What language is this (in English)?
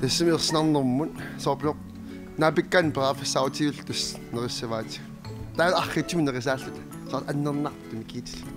Kalaallisut